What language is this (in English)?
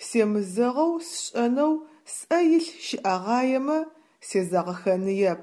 Adyghe